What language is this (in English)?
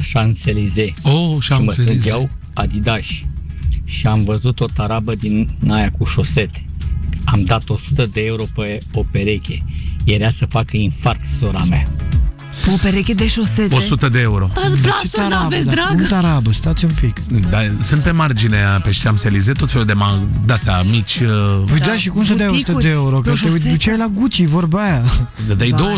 Romanian